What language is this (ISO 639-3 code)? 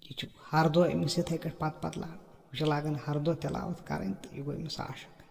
kas